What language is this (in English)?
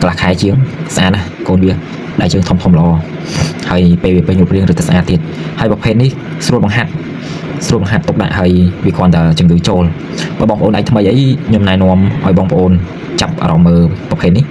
Khmer